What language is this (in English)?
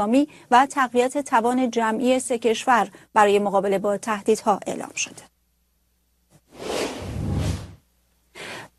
Persian